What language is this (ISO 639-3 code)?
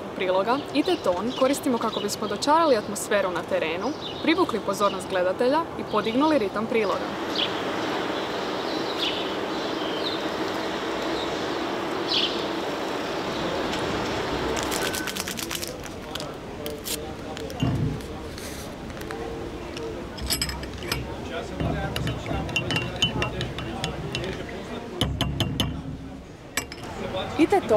hrv